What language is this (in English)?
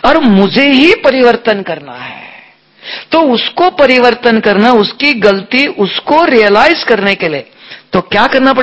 Hindi